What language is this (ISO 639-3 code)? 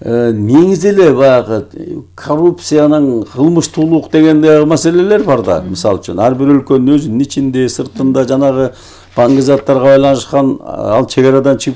kir